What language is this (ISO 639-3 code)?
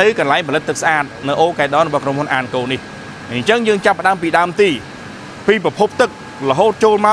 khm